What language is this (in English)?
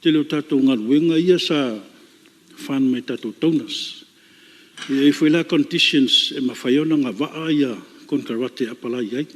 Samoan